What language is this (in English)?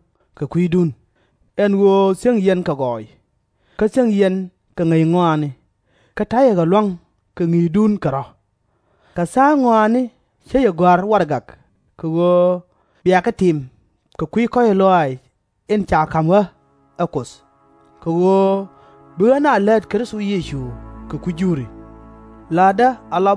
Nuer